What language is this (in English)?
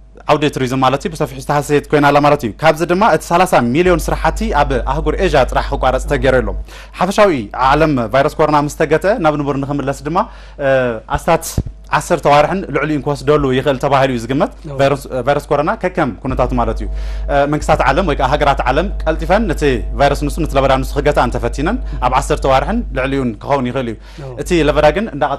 Tigrinya